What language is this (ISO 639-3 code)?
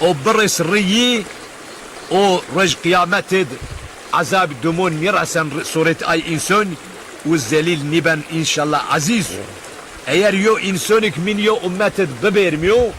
zza